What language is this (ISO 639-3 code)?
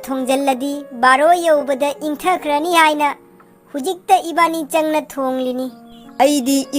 mni